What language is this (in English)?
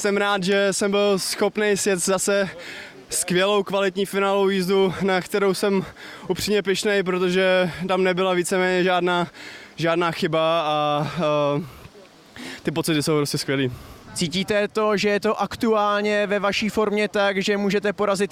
Czech